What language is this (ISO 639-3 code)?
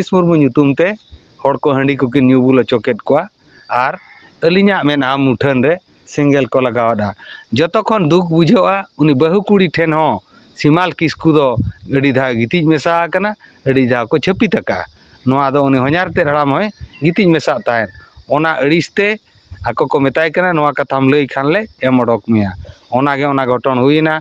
sat